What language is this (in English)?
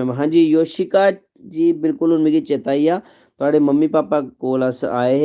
Dogri